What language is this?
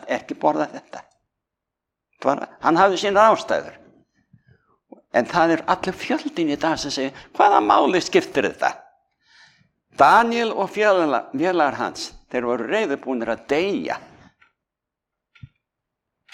Icelandic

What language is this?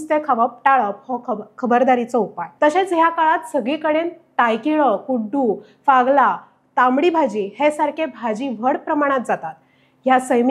Konkani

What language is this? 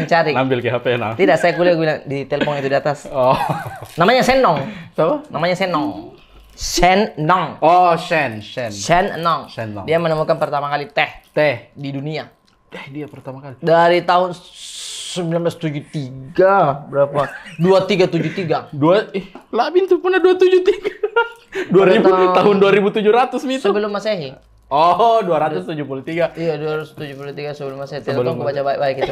Makassar Malay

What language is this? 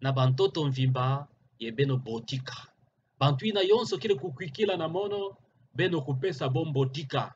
Kituba (Democratic Republic of Congo)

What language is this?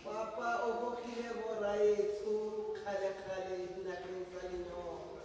Tswana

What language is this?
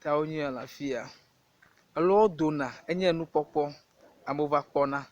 Ewe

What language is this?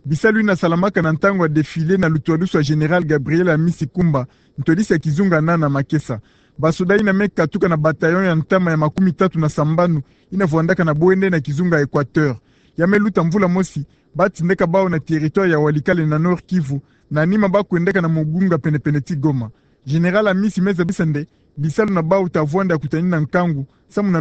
Kituba (Democratic Republic of Congo)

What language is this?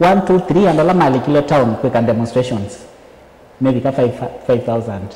Kamba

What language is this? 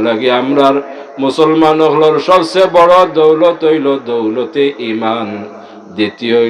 Sylheti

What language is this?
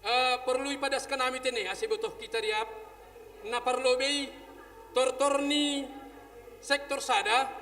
Batak Simalungun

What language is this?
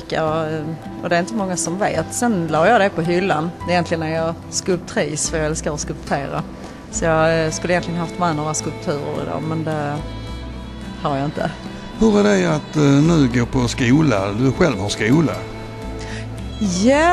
Swedish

